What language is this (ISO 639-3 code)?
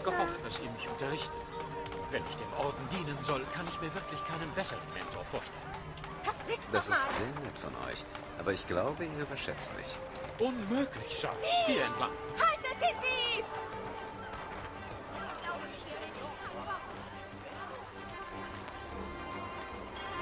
deu